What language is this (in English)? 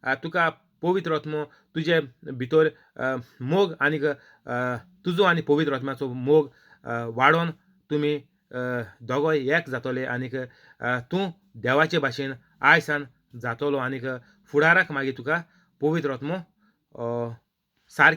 Konkani